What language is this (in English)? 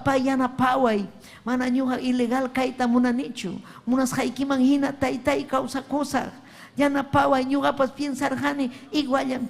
Ayacucho Quechua